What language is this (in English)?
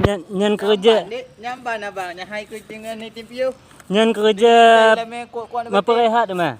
Achinese